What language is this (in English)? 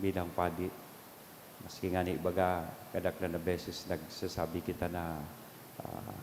Bikol